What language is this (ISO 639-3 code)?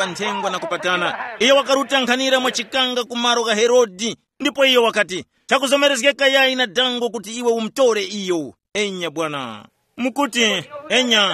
tum